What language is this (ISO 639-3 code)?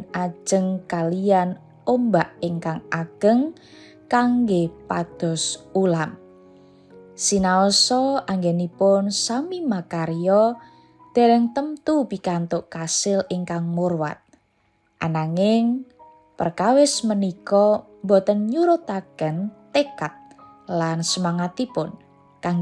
jav